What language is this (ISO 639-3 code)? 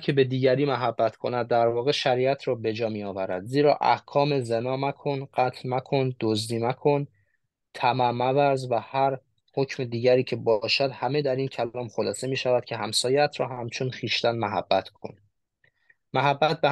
fas